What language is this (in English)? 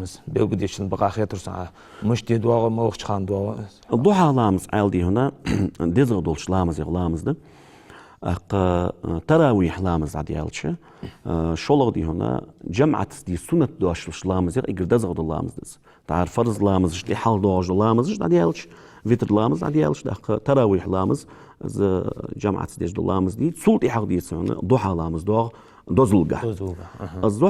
Ingush